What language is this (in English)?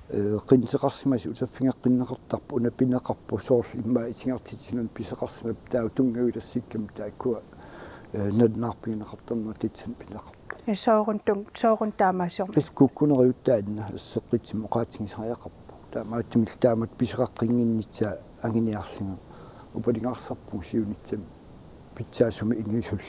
Kalaallisut